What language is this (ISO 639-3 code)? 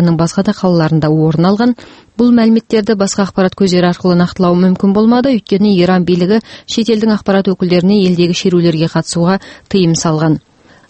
kir